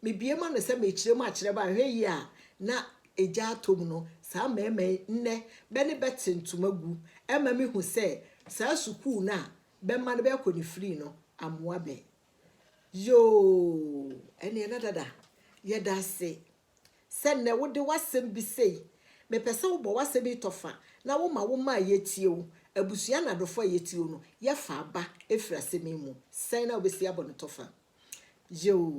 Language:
Akan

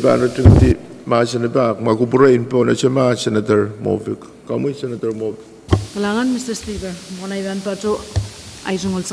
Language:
Pohnpeian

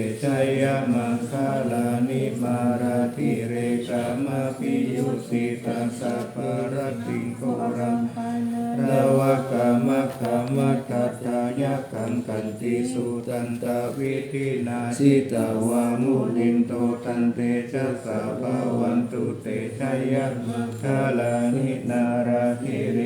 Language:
Pali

